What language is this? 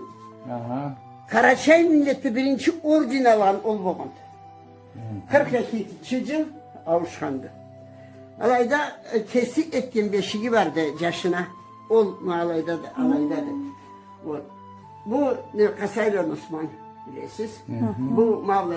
Karachay-Balkar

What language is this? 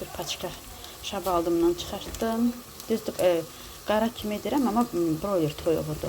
Azerbaijani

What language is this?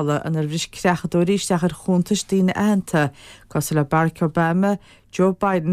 Irish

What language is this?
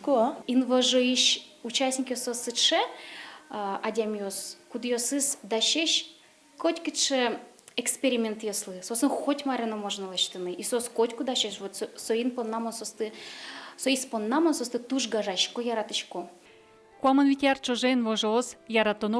Udmurt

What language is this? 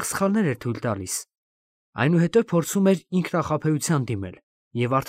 Armenian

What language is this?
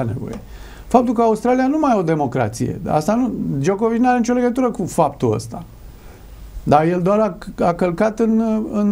Romanian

